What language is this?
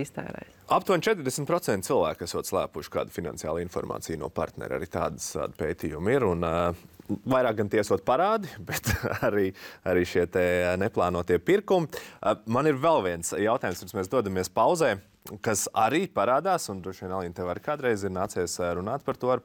Latvian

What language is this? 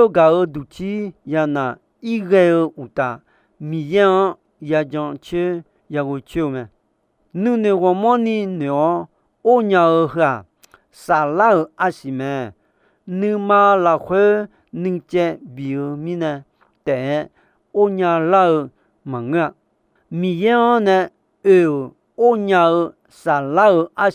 Akha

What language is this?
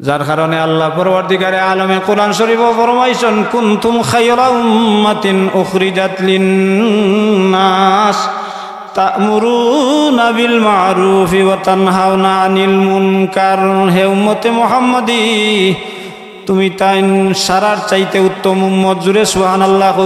Sylheti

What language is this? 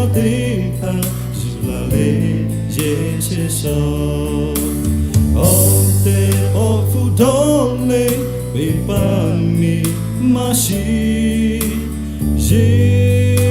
Lahu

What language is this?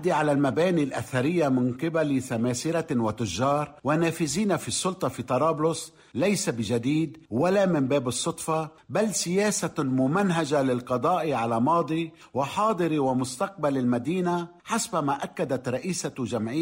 Arabic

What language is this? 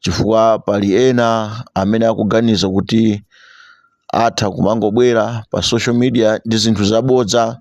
Nyanja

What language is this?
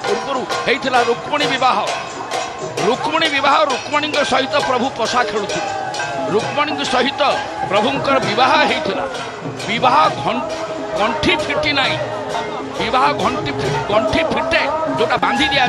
Odia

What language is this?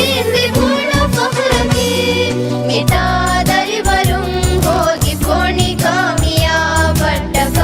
Divehi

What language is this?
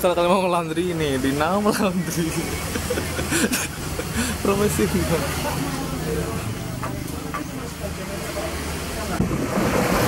Indonesian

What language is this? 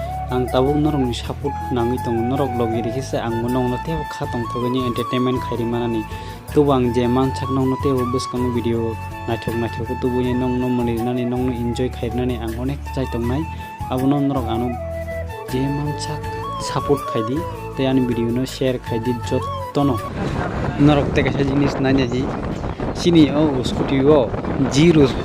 Kok Borok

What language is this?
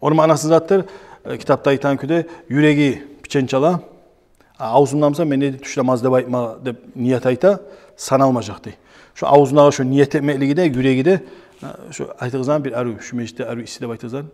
Kumyk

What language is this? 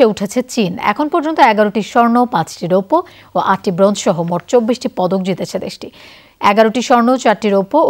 Bangla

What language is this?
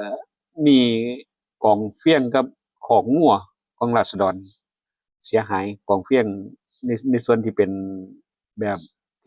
Lao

